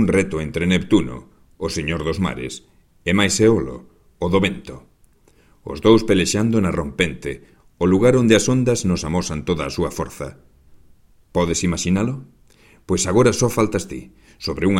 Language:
Galician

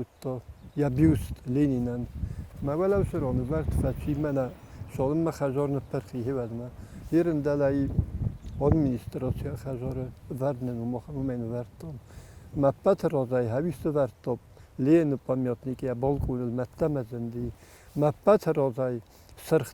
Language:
Ossetic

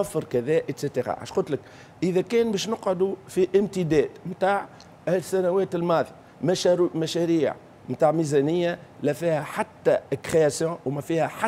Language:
Tunisian Arabic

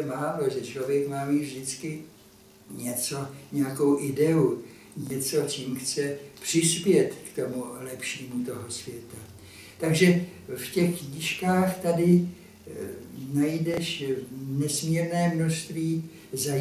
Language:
Czech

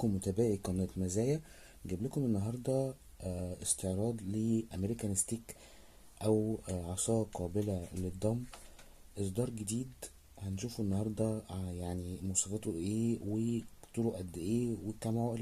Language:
Egyptian Arabic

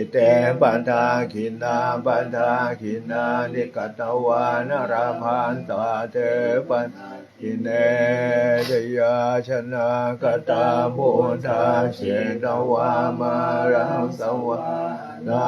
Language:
Pali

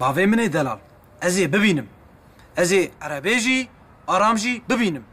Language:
Kurdish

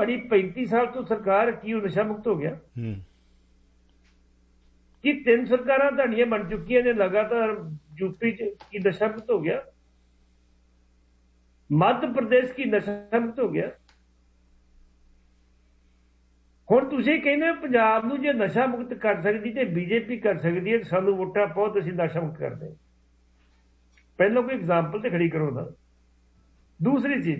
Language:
Punjabi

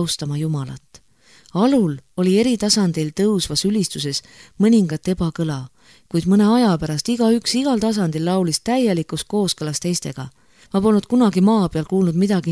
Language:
Estonian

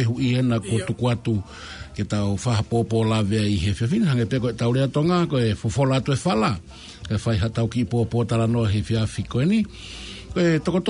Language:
Tongan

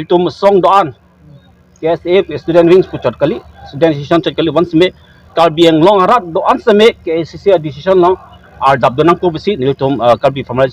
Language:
Karbi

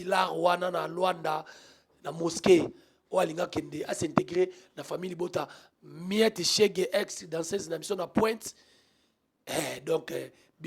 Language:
Lingala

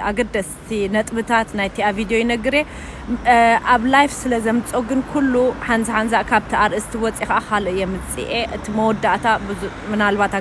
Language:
Tigrinya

